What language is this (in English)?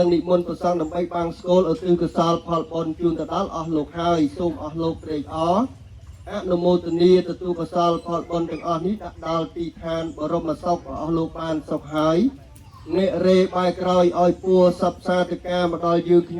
Khmer